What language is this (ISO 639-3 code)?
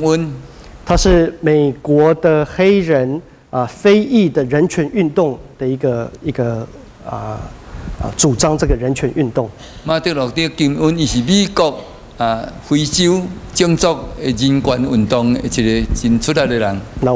nan